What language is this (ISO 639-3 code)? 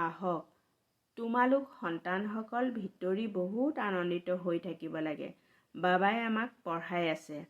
asm